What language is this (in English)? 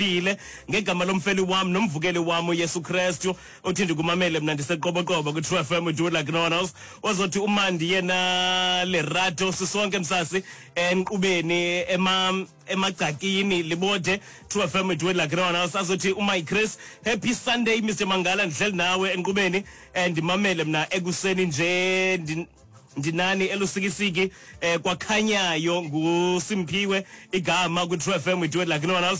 Xhosa